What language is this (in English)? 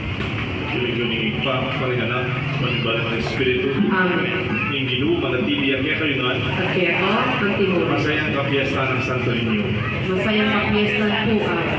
Pampanga